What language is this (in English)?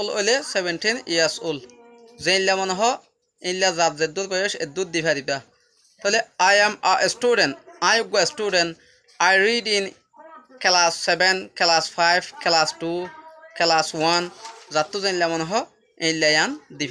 Rohingya